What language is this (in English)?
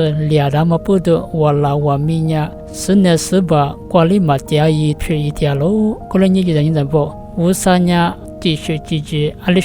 Lisu